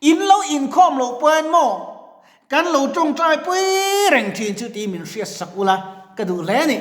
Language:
Mizo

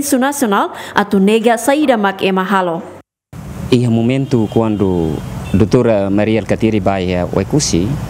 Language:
Tetum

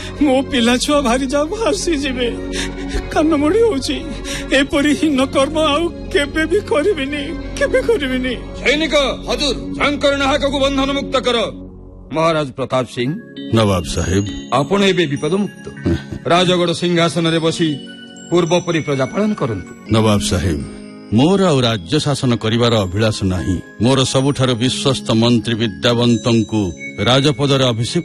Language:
Odia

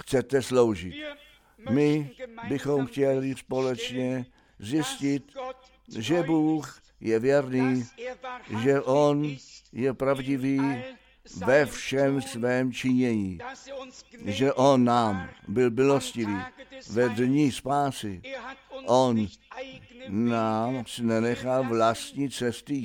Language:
Czech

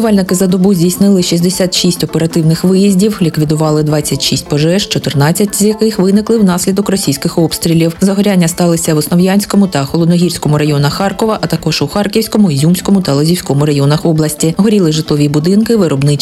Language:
Ukrainian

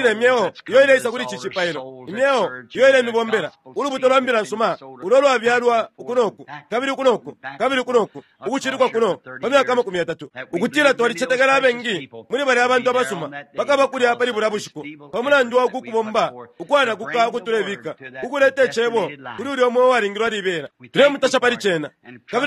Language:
Bemba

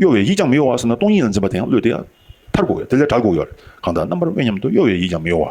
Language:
Tibetan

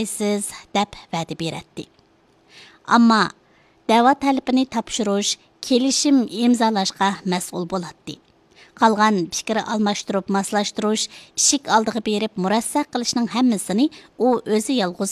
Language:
Uyghur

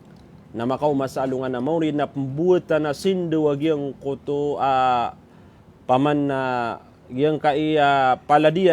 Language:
Maranao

